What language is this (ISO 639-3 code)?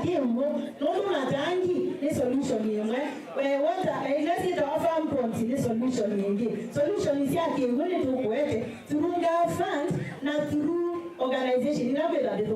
kam